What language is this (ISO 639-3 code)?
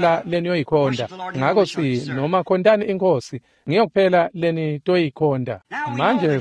ssw